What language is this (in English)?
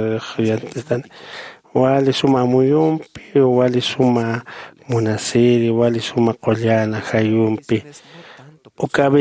Aymara